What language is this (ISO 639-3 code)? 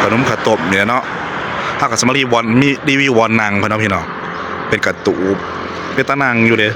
tts